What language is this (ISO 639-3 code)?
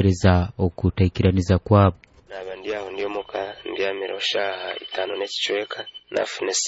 nyo